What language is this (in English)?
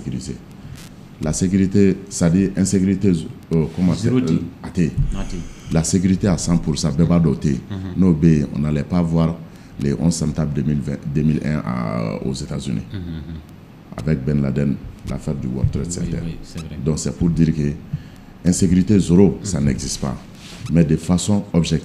Bambara